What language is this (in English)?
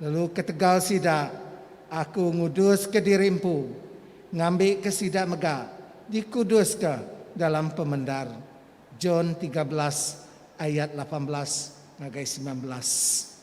Iban